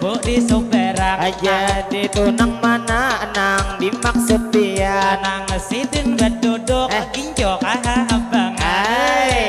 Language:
Banjar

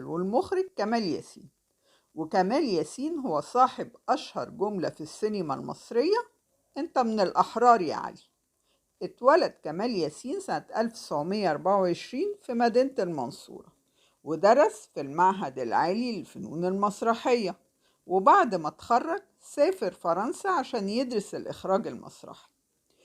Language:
Egyptian Arabic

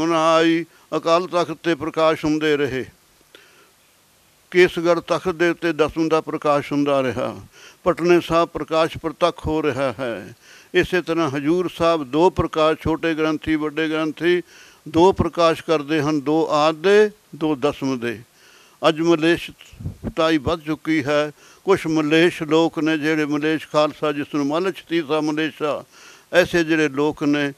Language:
Punjabi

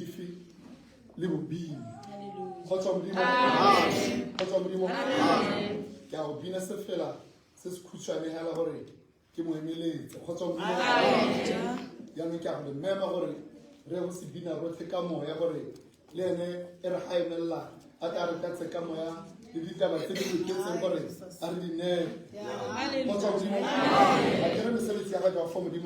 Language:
Tswana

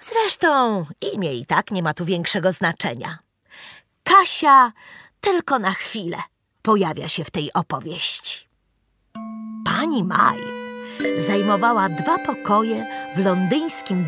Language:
Polish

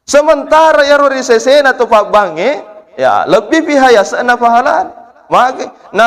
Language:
Buginese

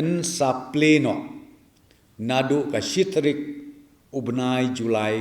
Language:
Khasi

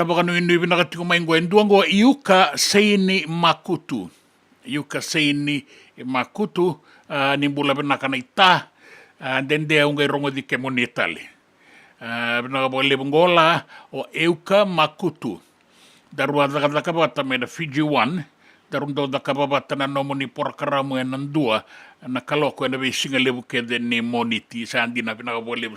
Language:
Fijian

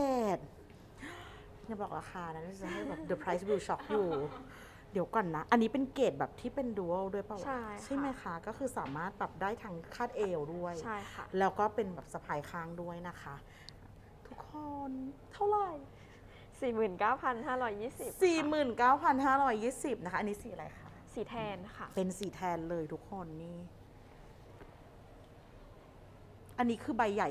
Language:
Thai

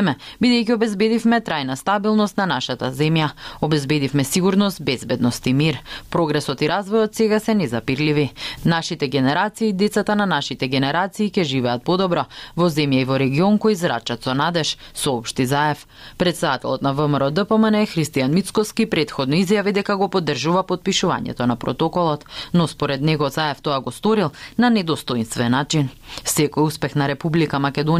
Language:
Macedonian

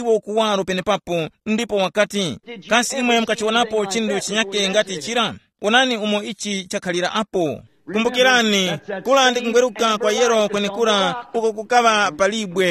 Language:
Tumbuka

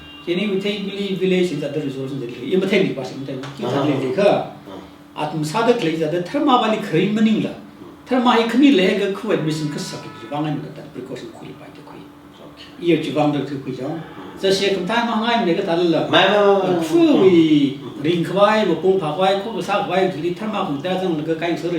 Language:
Tangkhul Naga (India)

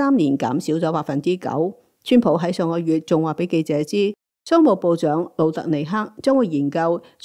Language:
Cantonese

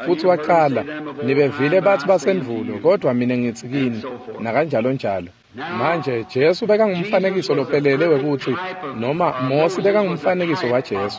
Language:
Swati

